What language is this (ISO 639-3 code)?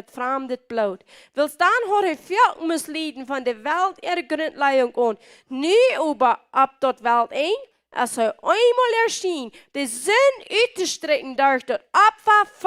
pdt